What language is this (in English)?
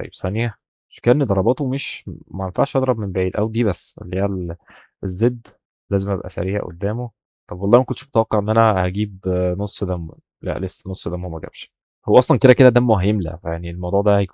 Egyptian Arabic